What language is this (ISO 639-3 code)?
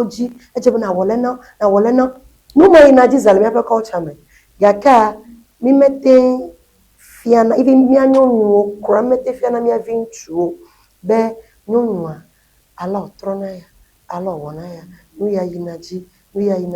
ewe